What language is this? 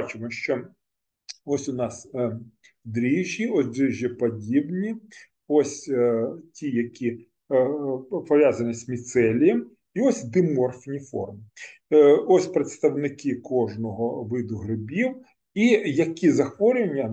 Ukrainian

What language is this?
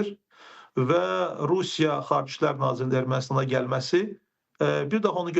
Azerbaijani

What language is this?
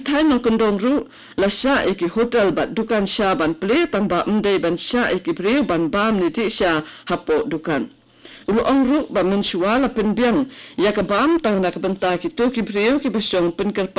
Khasi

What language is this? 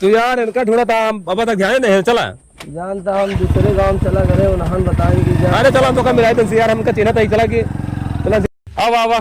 Awadhi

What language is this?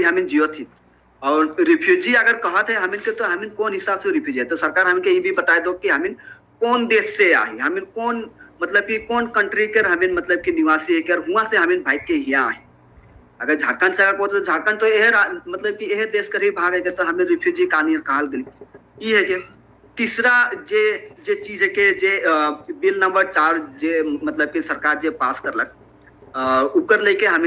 Sadri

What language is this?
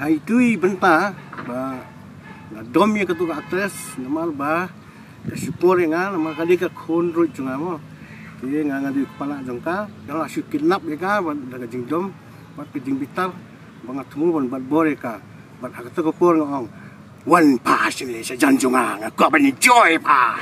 Khasi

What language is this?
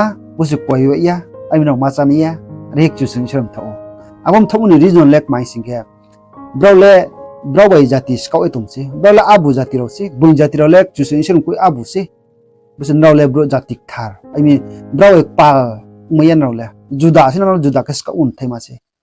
Riang (India)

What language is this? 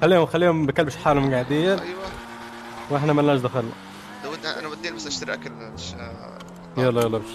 North Levantine Arabic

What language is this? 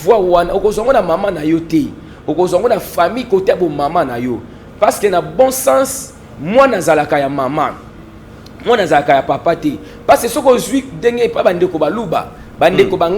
Lingala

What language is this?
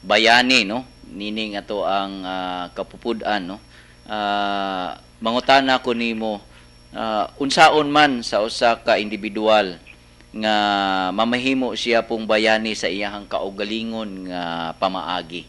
Cebuano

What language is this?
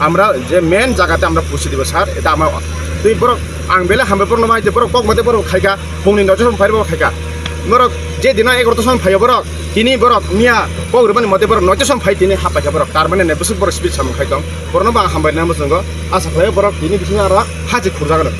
Kok Borok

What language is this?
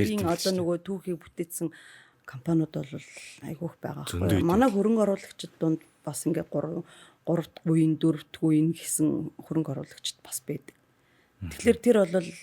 Mongolian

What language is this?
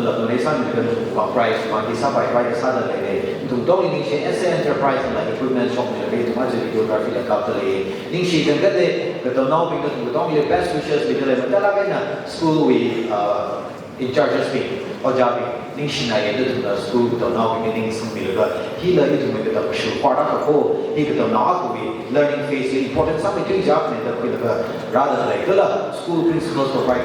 Tangkhul Naga (India)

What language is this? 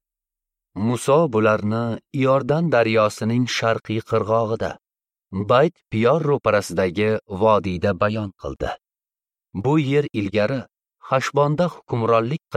Uzbek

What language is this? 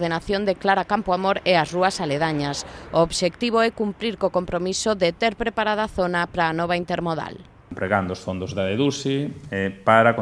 Galician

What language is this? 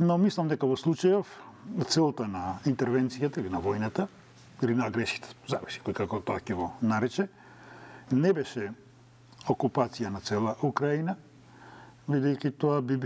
Macedonian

